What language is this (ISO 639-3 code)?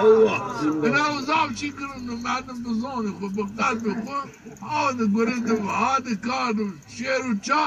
zza